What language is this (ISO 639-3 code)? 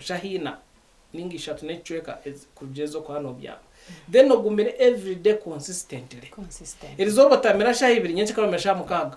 nyn